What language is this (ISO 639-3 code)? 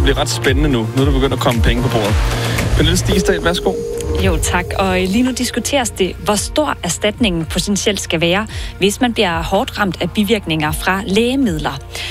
dan